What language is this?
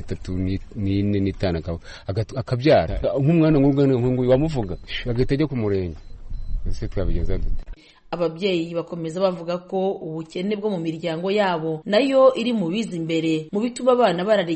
Kinyarwanda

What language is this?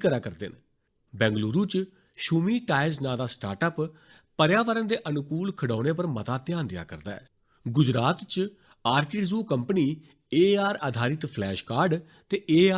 Dogri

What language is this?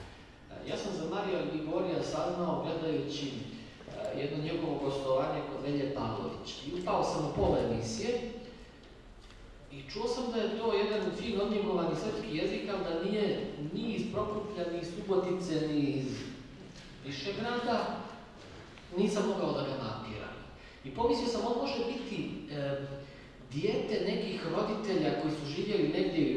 Serbian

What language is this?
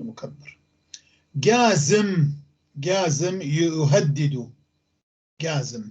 North Levantine Arabic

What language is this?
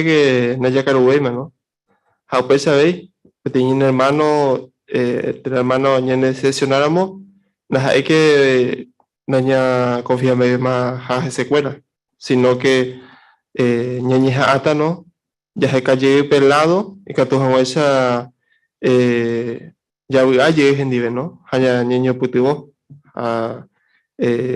Guarani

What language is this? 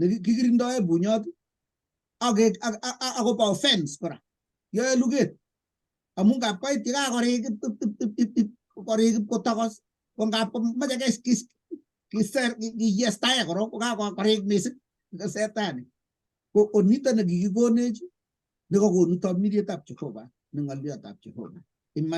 Kalenjin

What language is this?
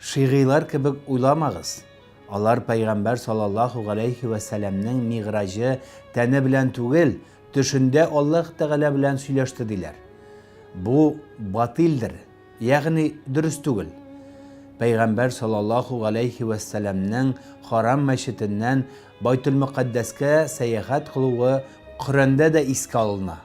Tatar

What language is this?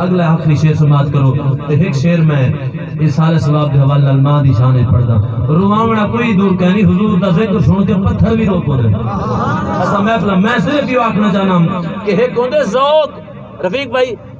Saraiki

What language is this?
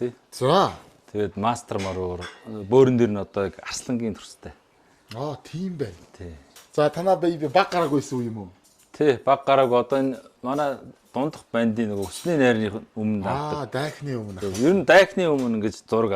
Mongolian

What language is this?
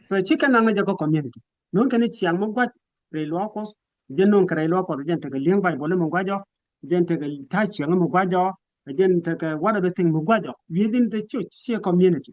Nuer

